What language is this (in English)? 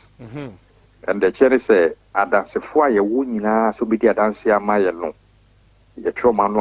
Akan